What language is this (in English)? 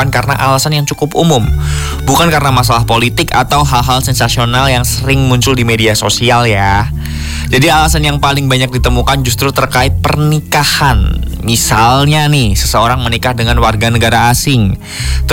Indonesian